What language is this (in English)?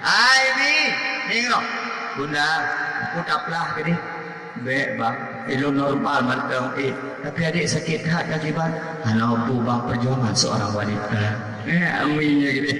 Achinese